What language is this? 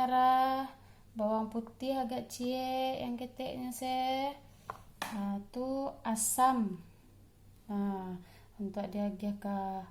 Minangkabau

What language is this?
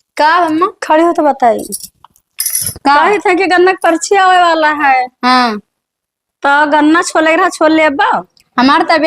Awadhi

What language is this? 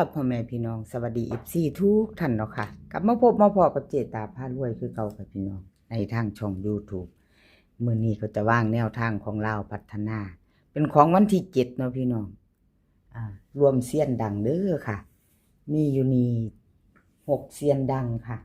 Northeastern Thai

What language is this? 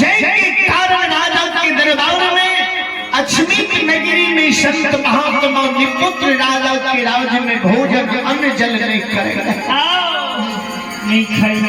Maithili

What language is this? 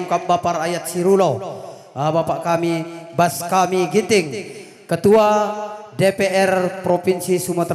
Batak Karo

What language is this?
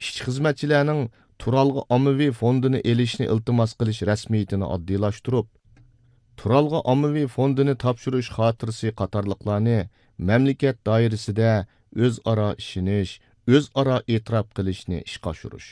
Uyghur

